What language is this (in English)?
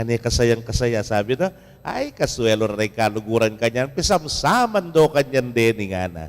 Pampanga